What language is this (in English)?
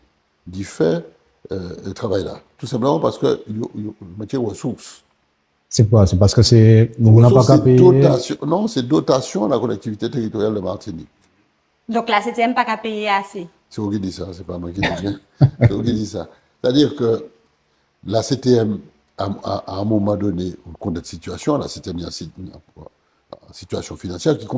Guadeloupean Creole French